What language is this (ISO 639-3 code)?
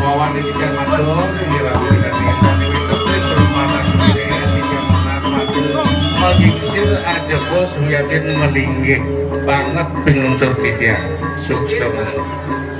ban